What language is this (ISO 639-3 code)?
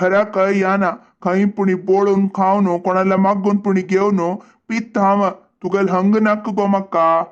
kok